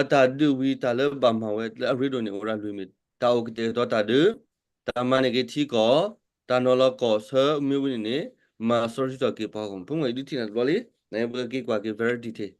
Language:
S'gaw Karen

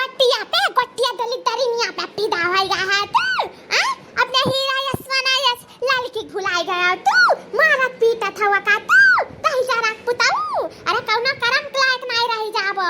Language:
Awadhi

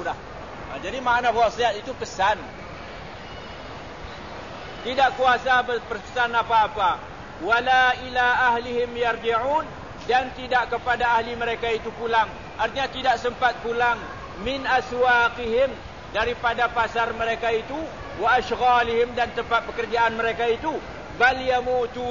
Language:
Malay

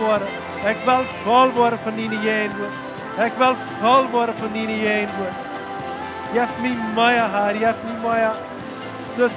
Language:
Plautdietsch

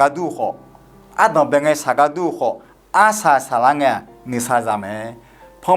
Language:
Akha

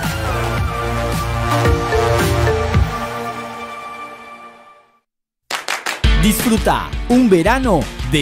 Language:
Spanish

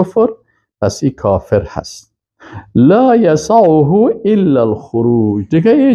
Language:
Persian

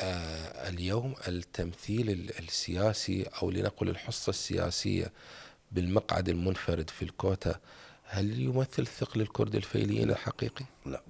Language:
Mesopotamian Arabic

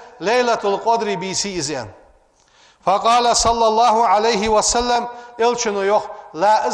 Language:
Ingush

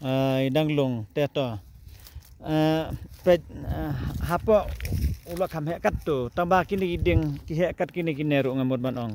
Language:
Khasi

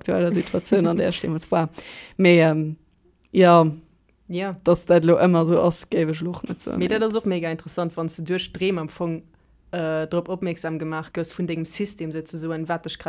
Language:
Luxembourgish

